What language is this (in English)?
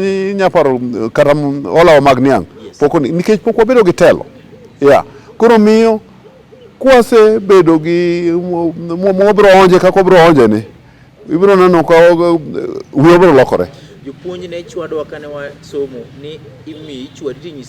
Luo (Kenya and Tanzania)